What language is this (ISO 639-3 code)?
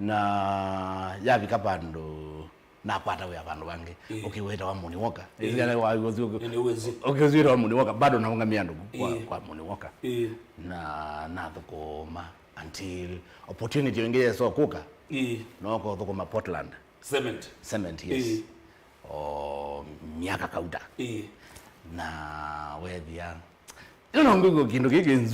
kam